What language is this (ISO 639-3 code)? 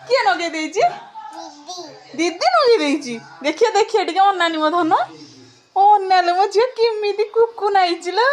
ori